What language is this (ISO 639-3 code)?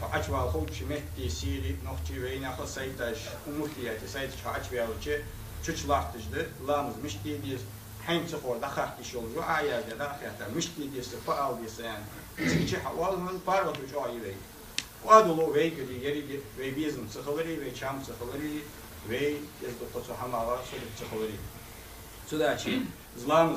inh